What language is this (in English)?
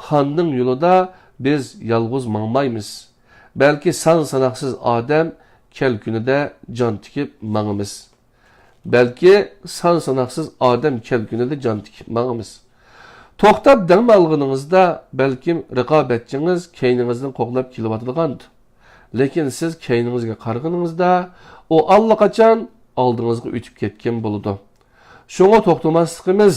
Uyghur